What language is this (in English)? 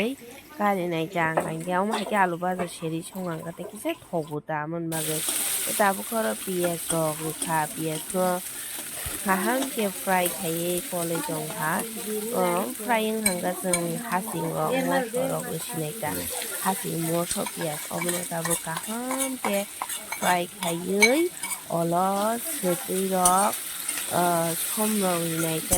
Kok Borok